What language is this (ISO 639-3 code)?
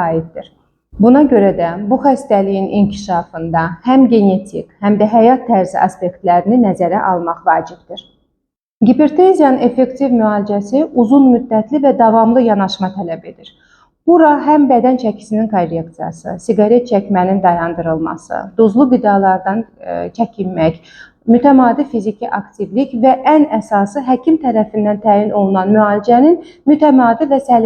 aze